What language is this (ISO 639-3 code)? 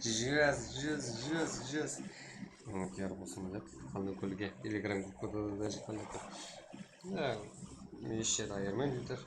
kaa